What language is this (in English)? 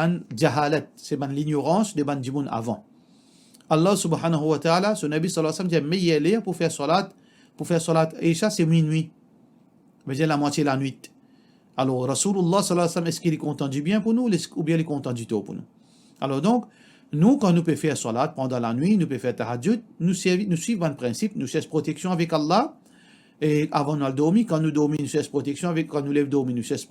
Morisyen